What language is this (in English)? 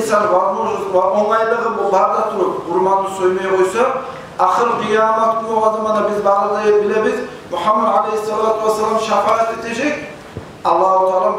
Kumyk